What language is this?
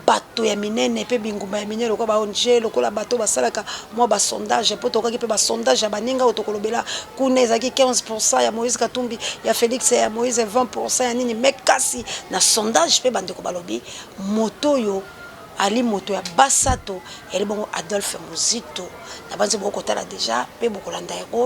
Lingala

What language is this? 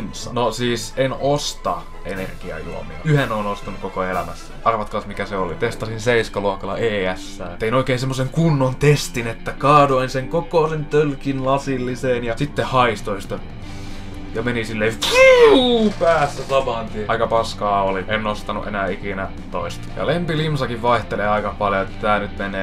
Finnish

